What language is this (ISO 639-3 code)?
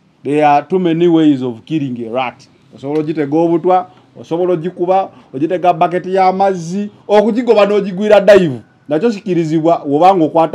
lug